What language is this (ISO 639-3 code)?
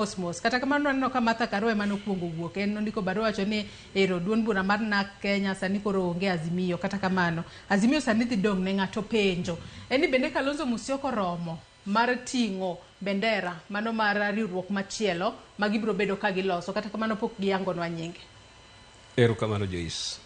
luo